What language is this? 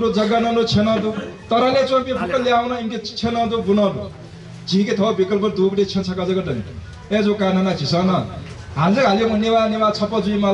Newari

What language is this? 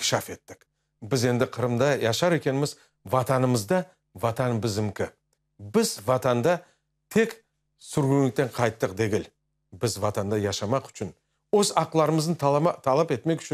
Crimean Tatar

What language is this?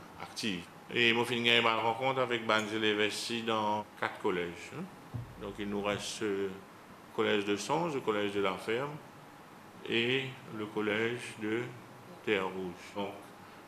Morisyen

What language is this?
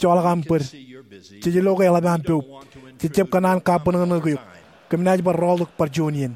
Marshallese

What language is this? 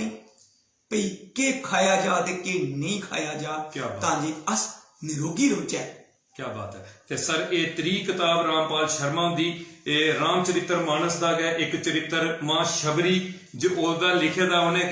Dogri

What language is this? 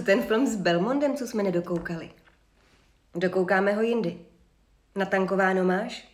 Czech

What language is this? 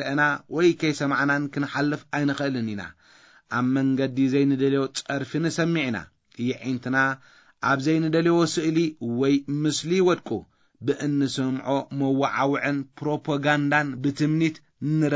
Tigrinya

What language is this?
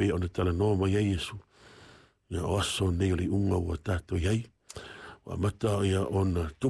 Samoan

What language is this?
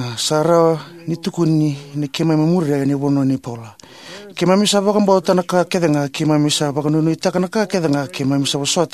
Fijian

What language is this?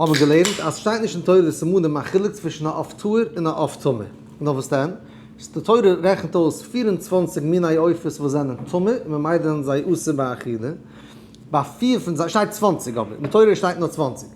Yiddish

